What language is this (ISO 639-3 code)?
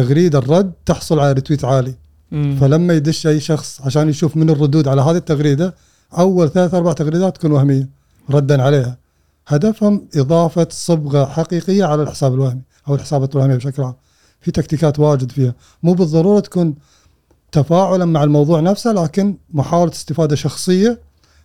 afb